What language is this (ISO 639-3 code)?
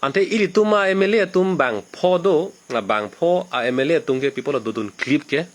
mjw